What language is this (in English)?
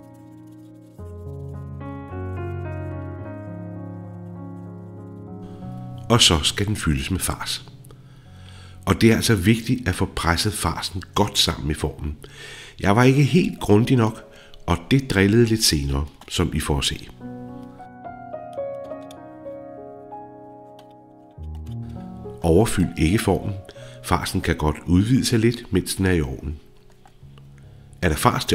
Danish